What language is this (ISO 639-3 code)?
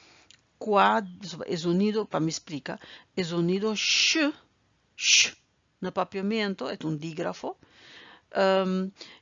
pap